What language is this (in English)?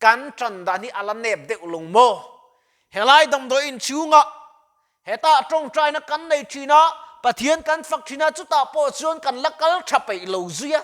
Mizo